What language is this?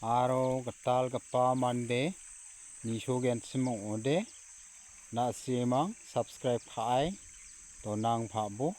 Garo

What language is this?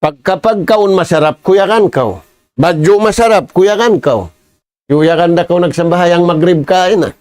Tausug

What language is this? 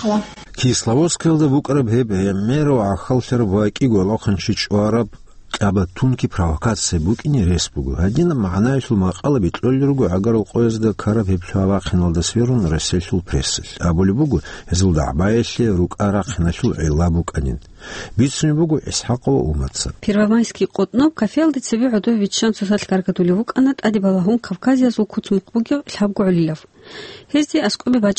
Avaric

